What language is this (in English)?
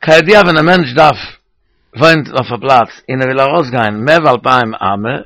Yiddish